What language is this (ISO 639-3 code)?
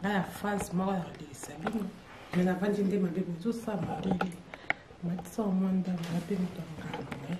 lin